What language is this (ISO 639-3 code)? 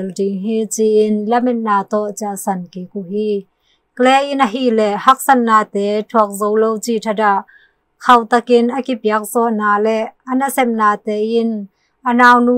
ctd